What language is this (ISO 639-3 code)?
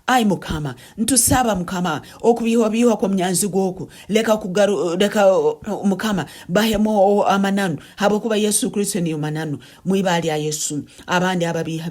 nyo